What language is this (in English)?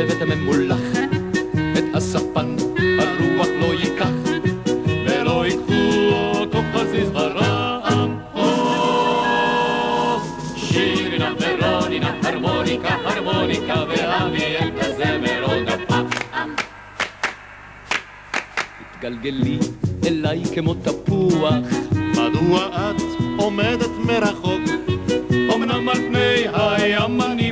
Hebrew